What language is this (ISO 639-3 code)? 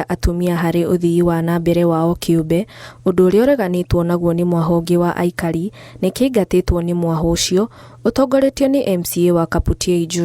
kik